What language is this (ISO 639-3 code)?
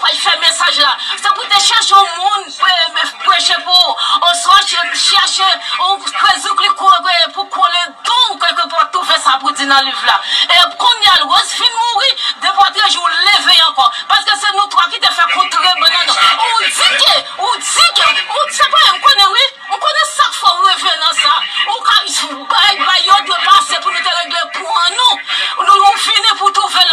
hat